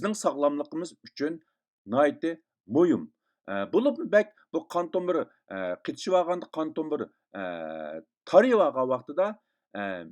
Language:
Uyghur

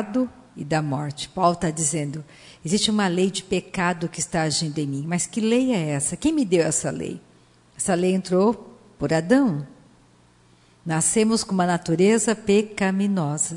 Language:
Portuguese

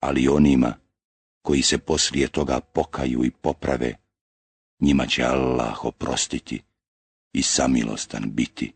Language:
Bosnian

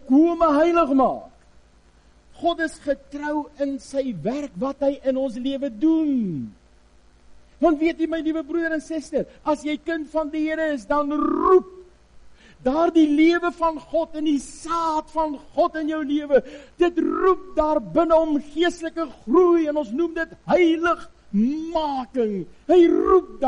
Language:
Afrikaans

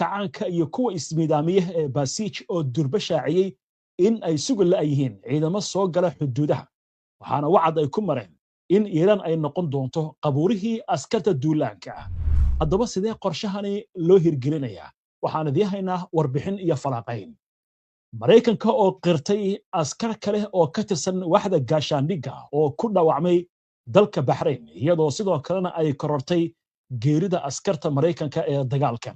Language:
Somali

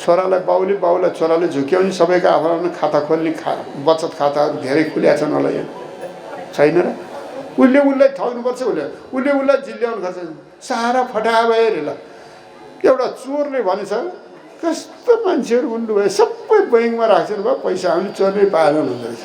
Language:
Nepali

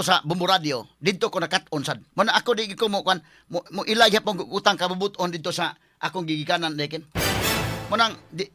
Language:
Cebuano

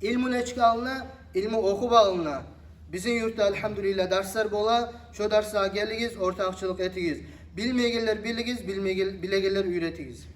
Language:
Kumyk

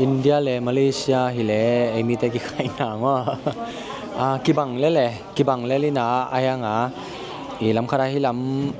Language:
Tedim Chin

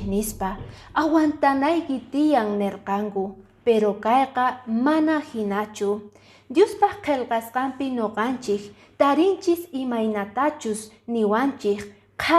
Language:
Quechua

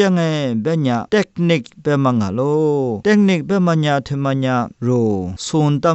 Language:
Lisu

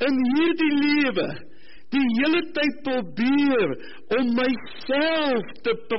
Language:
Afrikaans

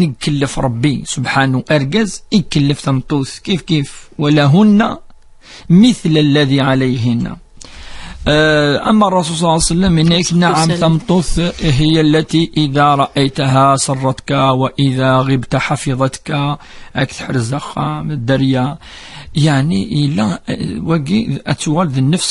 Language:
Kabyle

